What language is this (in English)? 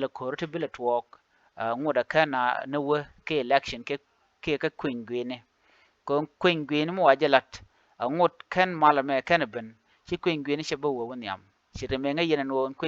Nuer